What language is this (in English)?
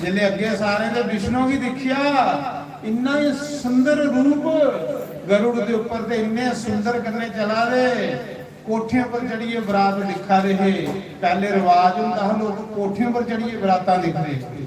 Dogri